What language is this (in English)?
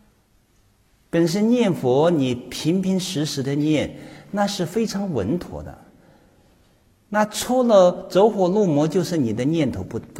Chinese